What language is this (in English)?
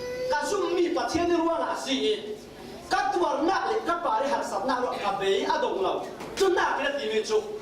Falam Chin